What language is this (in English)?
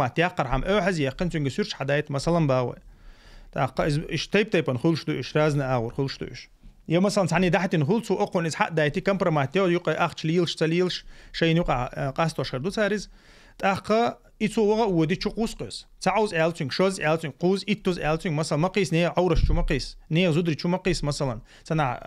Chechen